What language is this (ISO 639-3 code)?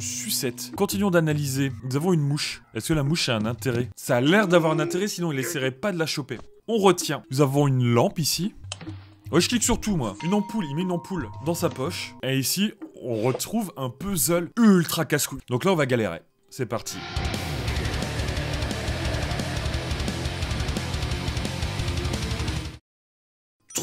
fra